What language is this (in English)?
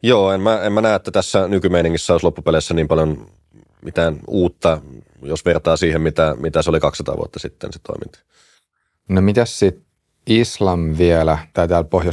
Finnish